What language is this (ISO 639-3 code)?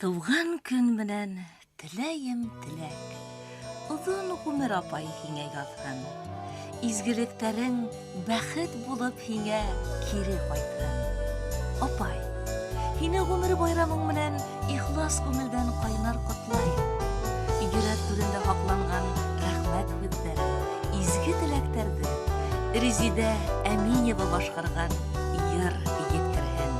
bak